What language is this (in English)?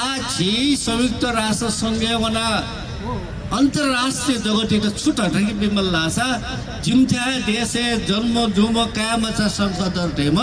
Newari